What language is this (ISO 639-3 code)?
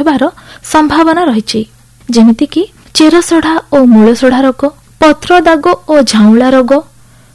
ori